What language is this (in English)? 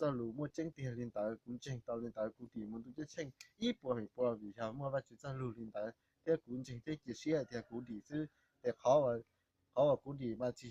Hmong